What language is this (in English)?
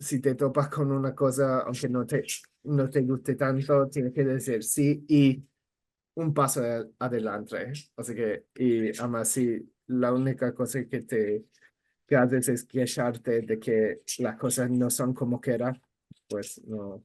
Ladino